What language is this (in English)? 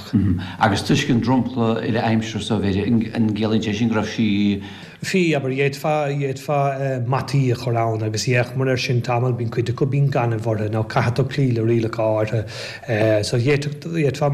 Irish